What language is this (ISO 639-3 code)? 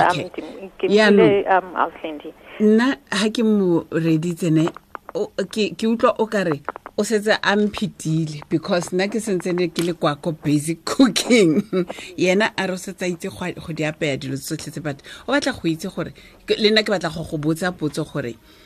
tsn